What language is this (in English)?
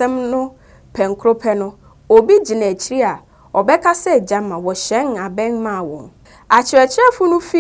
Akan